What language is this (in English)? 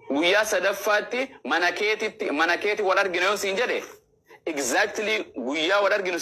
Oromo